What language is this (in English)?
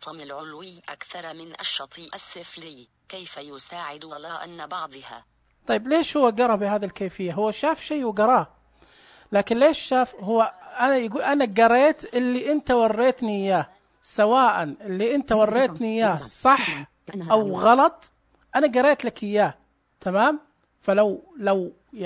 Najdi Arabic